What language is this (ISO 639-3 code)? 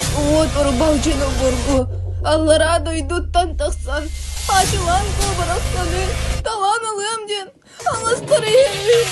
sah